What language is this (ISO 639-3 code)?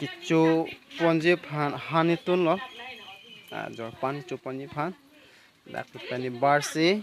mjw